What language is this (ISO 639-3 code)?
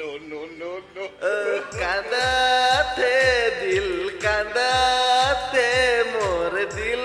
sck